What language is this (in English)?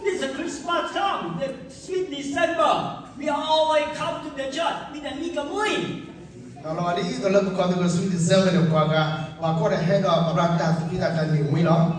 S'gaw Karen